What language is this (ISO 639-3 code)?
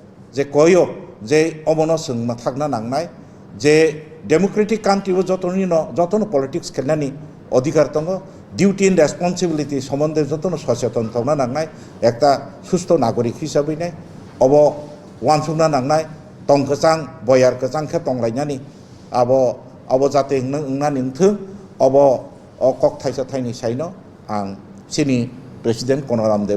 trp